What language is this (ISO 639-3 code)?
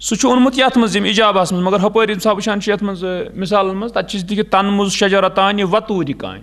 kas